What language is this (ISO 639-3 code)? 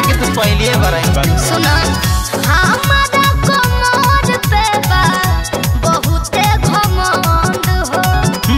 bho